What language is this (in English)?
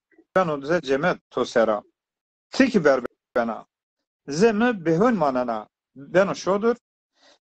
Zaza